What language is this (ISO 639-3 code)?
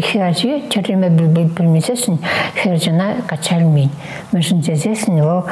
chv